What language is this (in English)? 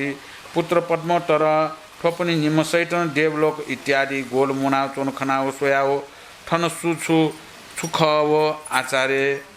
Newari